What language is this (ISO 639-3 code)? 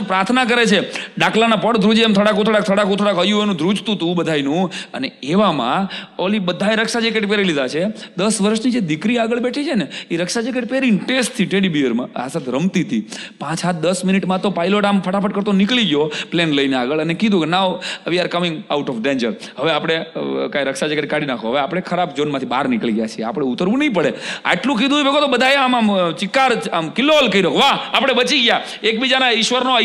guj